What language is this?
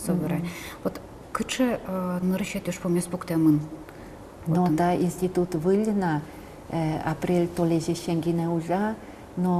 Udmurt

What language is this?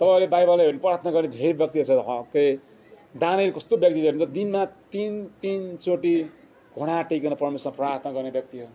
Nepali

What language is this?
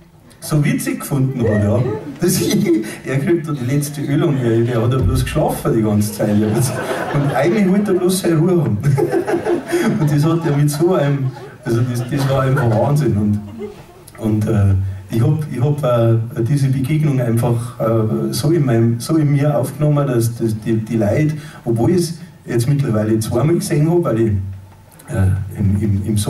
Bavarian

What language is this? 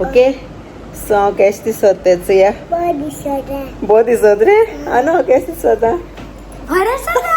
Konkani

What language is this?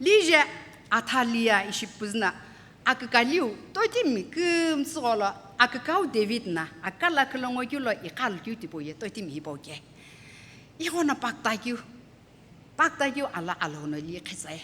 Sumi Naga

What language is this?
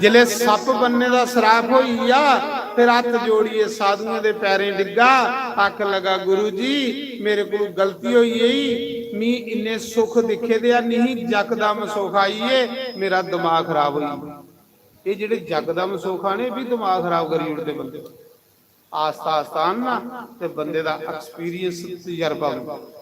Dogri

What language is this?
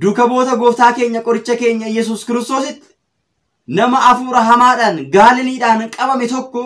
Oromo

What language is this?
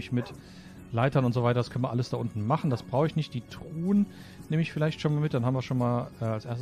German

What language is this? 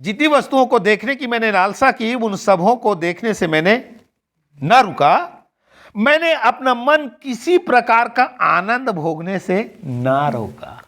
Chhattisgarhi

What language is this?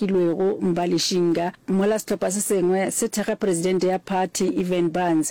Northern Sotho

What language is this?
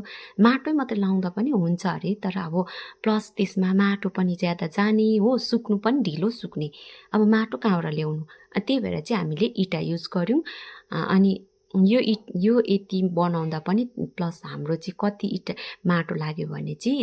Nepali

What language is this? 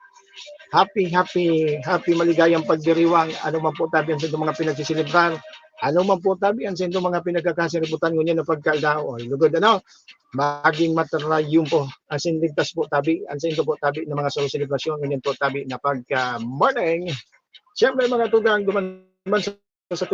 Bikol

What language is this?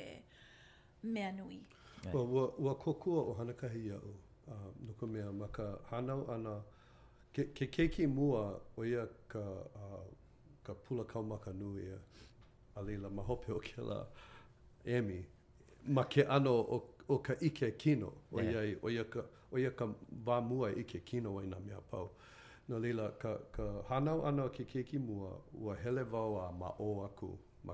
Hawaiian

